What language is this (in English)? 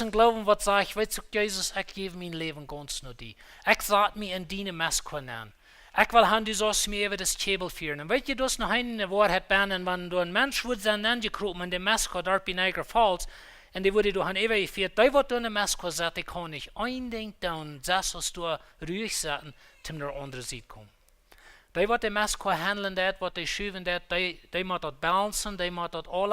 Plautdietsch